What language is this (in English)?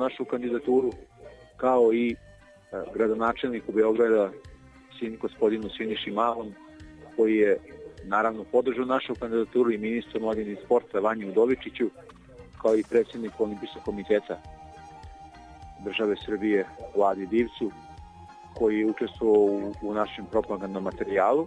Serbian